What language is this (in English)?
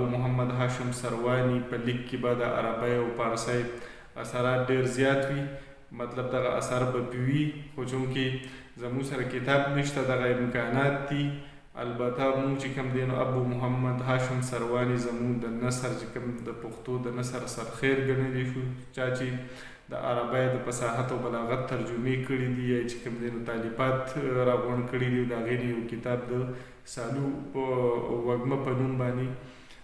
Pashto